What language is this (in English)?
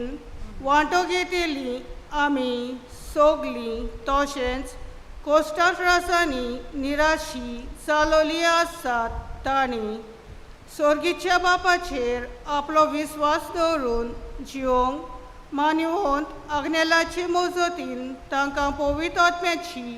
Konkani